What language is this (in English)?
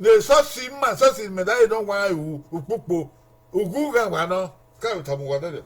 Bini